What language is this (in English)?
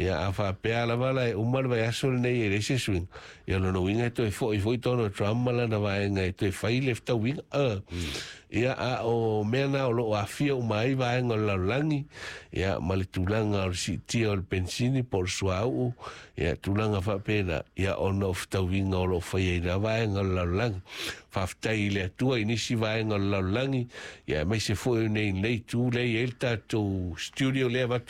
Samoan